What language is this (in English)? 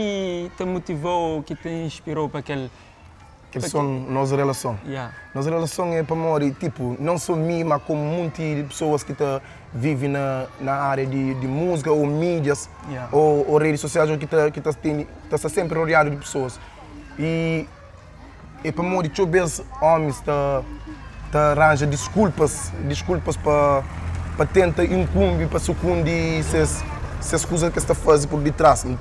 Kabuverdianu